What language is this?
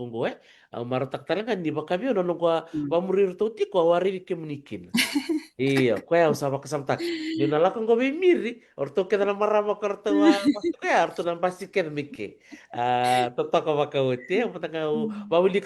Fijian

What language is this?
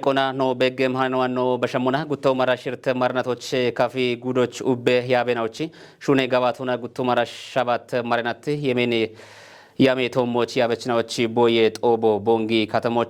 Kafa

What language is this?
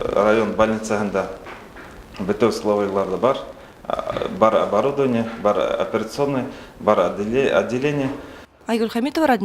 Bashkir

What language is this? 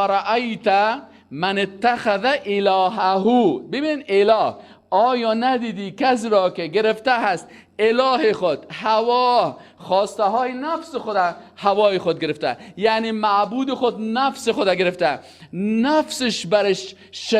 Persian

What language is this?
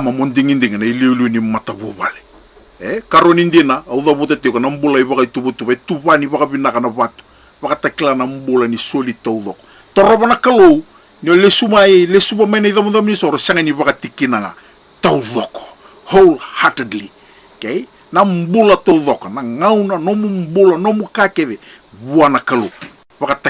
Fijian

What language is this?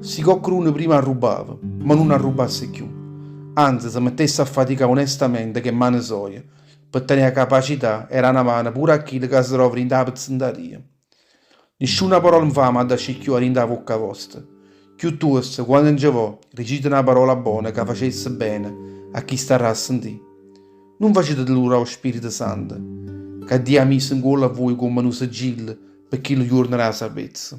Neapolitan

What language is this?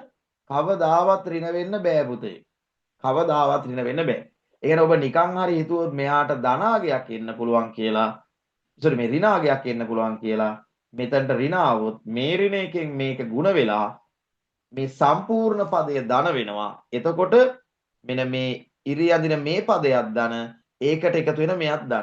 Sinhala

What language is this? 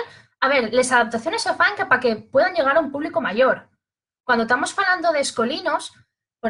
Asturian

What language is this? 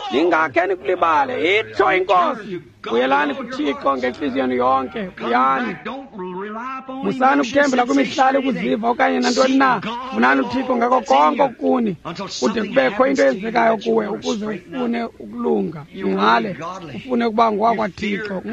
Xhosa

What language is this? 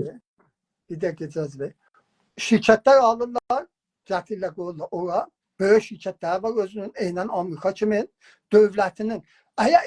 South Azerbaijani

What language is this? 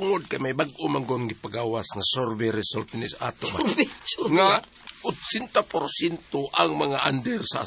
Cebuano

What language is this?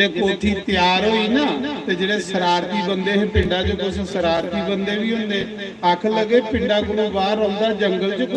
Dogri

